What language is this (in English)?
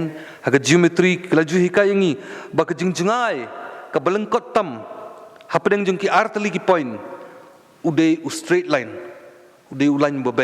Khasi